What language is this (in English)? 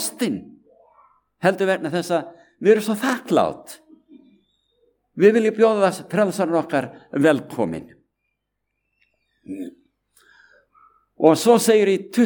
Icelandic